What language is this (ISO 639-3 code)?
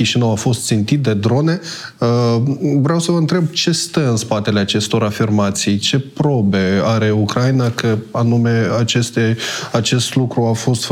ron